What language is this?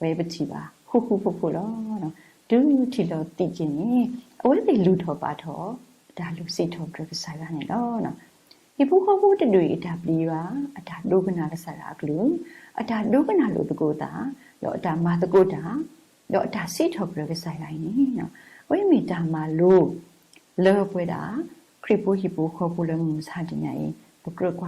S'gaw Karen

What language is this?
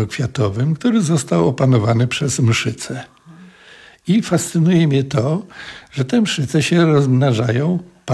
Polish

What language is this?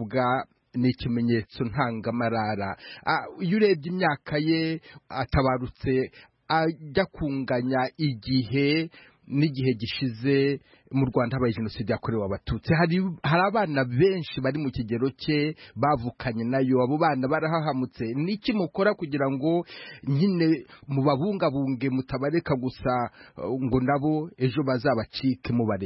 Kinyarwanda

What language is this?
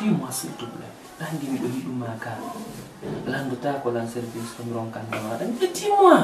Fula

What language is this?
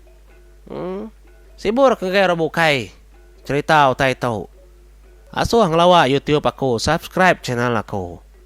Iban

